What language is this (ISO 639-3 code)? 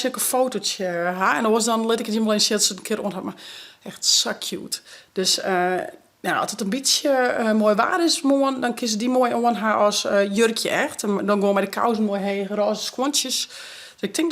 fry